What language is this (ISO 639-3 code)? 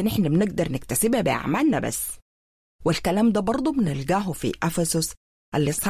apd